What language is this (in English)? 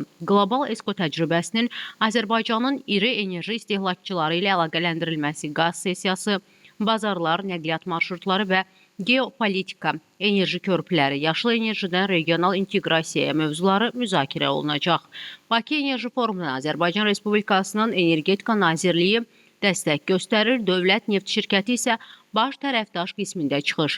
Azerbaijani